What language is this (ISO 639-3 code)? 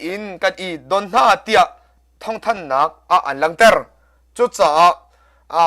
cnh